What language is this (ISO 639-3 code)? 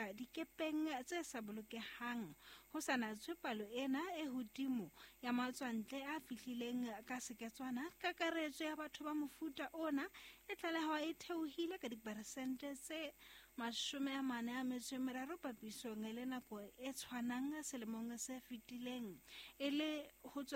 sot